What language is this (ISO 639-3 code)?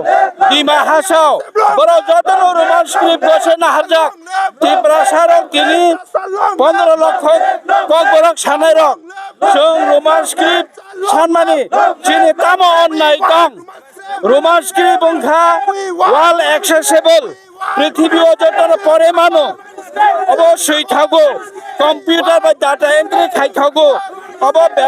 trp